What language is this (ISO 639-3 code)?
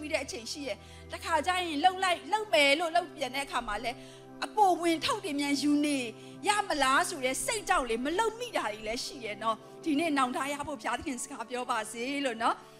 mya